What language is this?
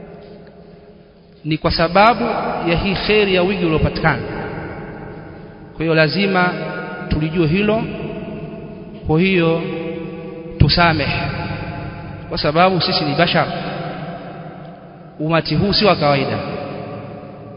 Swahili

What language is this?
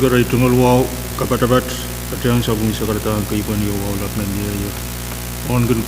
Pohnpeian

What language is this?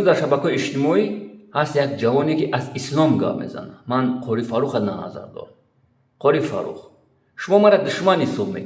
Tajik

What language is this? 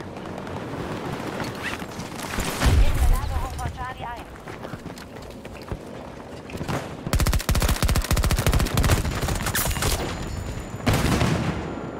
German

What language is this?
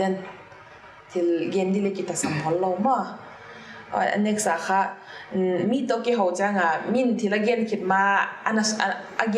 Paite Chin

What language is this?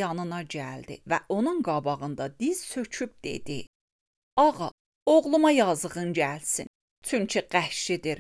Azerbaijani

